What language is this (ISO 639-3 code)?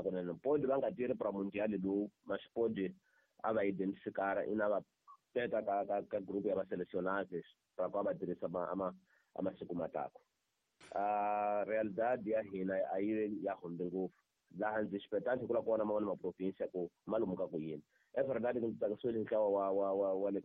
tso